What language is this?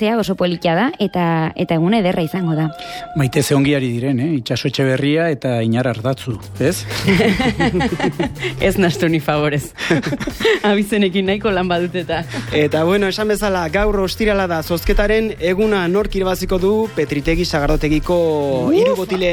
Basque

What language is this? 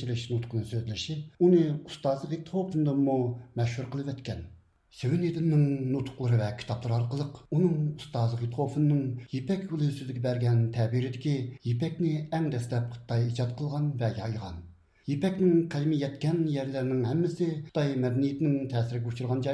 Uyghur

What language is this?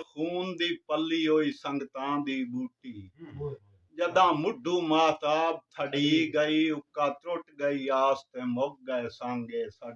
Saraiki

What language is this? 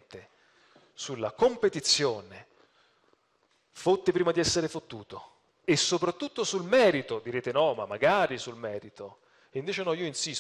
Italian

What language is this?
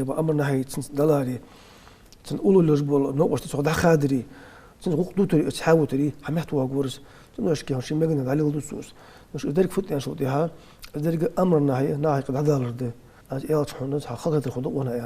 Ingush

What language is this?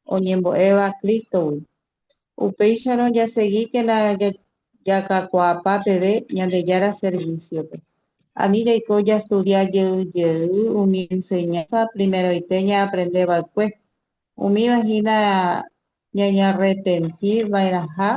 Guarani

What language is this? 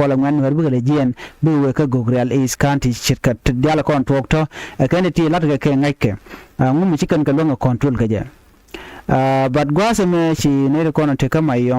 Nuer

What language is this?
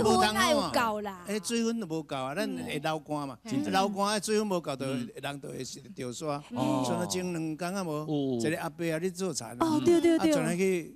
Min Nan Chinese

